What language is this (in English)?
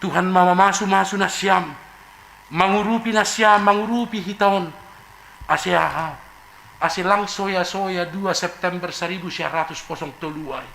Batak Simalungun